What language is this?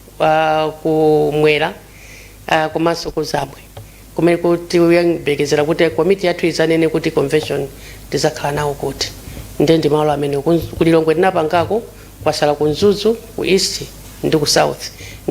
Nyanja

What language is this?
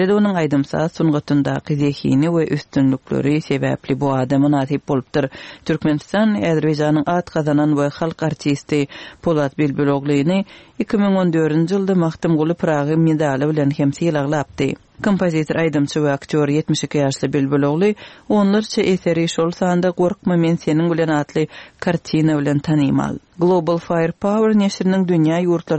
Turkmen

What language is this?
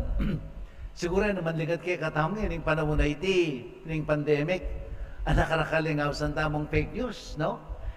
Pampanga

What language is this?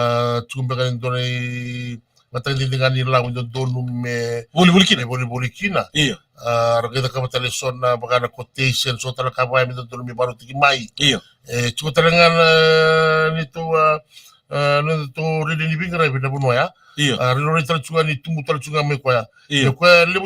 Fijian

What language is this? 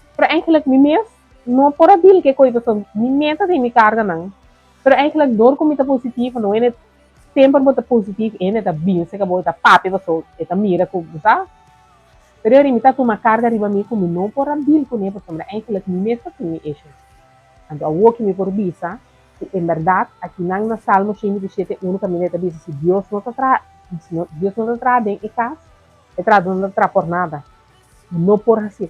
Papiamento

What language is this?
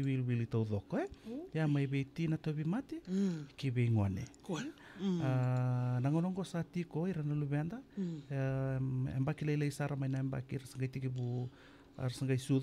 Fijian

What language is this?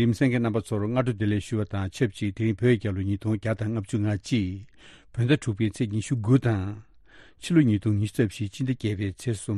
Tibetan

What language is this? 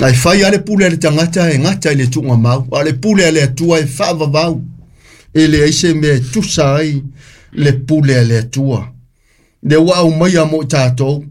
Samoan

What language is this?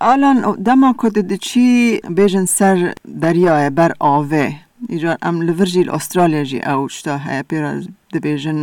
Kurdish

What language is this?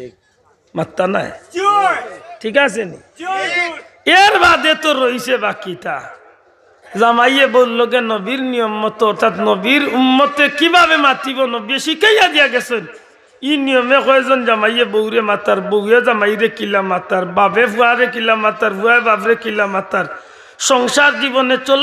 Sylheti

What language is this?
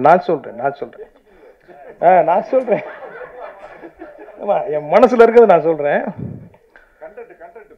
Tamil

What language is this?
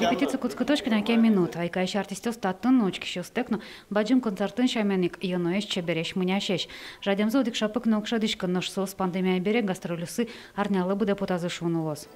Udmurt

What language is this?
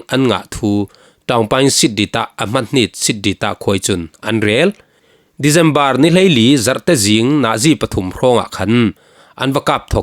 Falam Chin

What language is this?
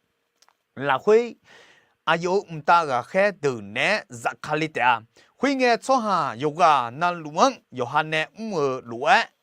Akha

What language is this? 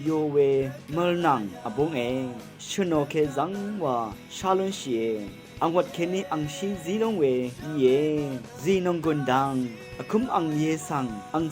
Rawang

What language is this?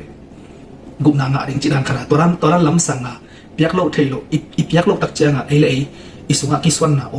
Tedim Chin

